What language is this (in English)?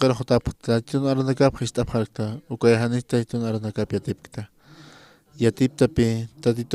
Aymara